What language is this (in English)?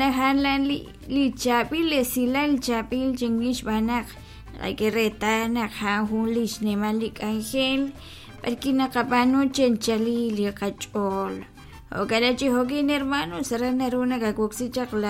Kekchí